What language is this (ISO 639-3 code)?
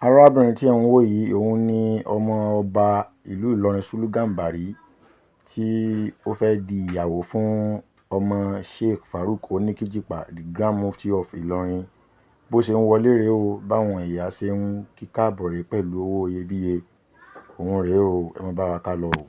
yor